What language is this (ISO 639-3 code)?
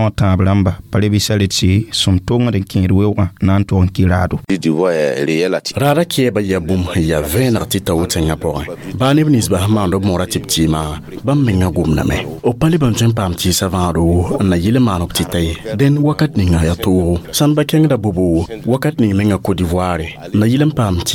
mos